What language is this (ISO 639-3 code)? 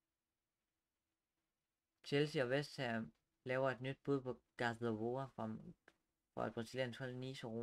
dan